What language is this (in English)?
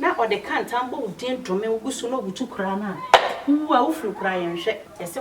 Akan